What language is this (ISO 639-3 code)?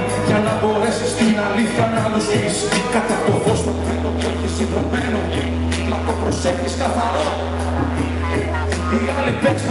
ell